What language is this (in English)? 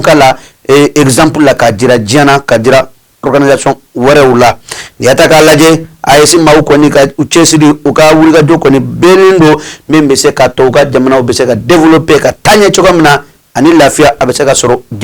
Bambara